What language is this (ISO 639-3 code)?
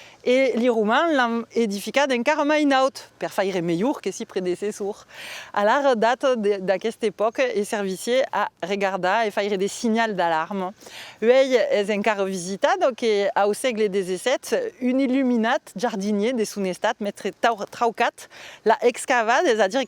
oci